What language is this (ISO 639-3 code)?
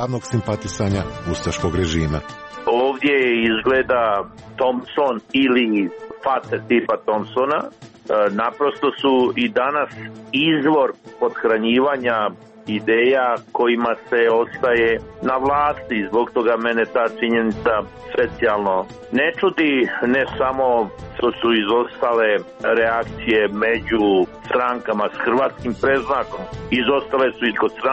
hrv